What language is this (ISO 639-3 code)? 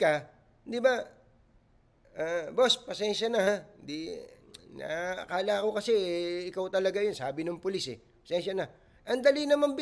fil